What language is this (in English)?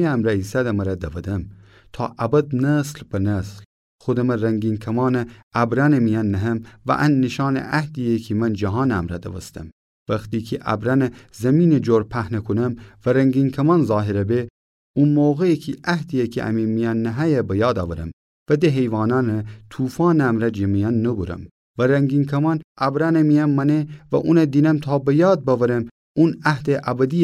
Gilaki